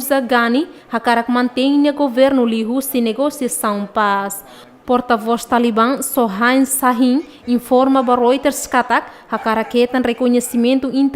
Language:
Tetum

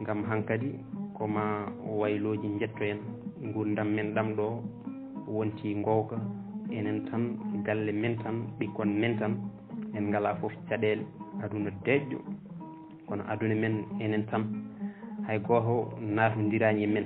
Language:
Fula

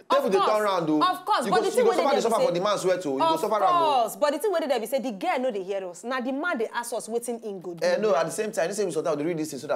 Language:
Nigerian Pidgin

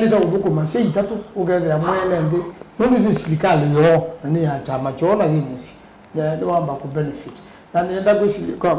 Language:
Kamba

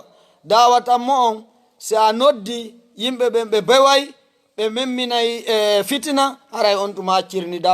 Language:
Fula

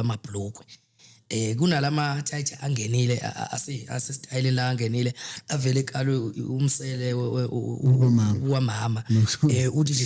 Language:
Zulu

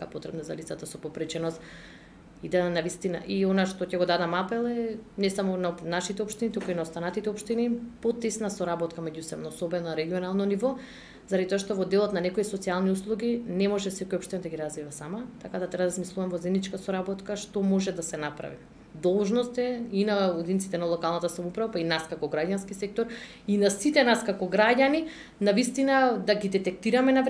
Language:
Macedonian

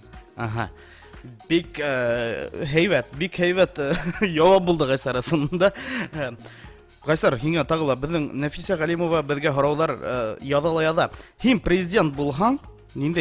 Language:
Bashkir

